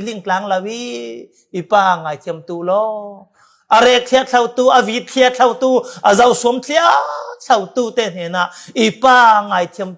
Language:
Falam Chin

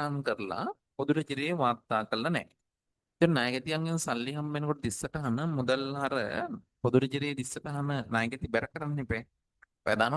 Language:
Sinhala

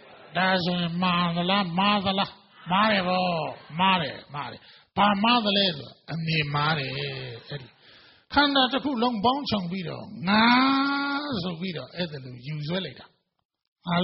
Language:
Burmese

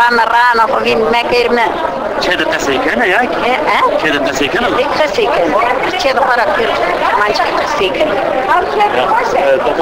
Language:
Zaza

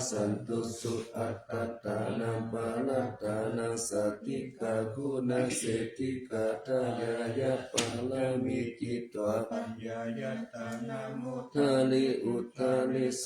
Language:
Pali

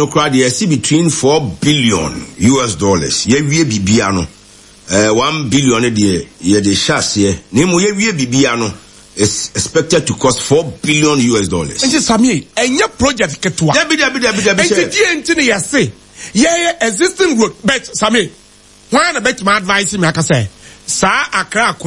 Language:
Akan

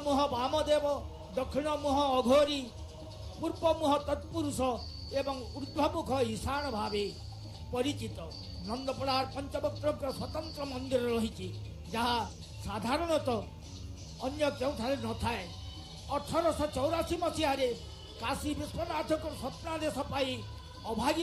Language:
Odia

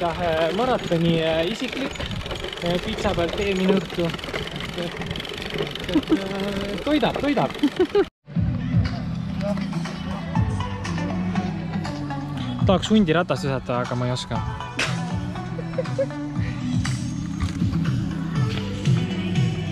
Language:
Estonian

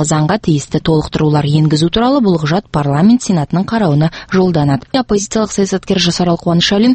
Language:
Kazakh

